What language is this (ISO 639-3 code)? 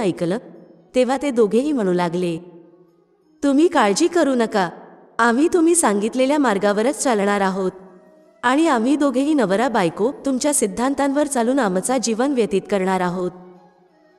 mar